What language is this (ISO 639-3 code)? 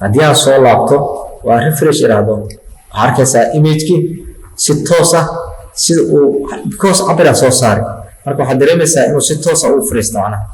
som